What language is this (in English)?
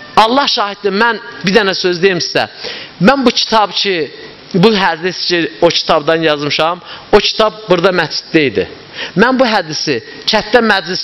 Azerbaijani